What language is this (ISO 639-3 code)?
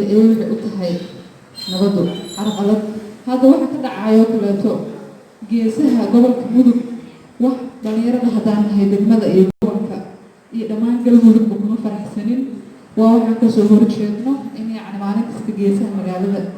som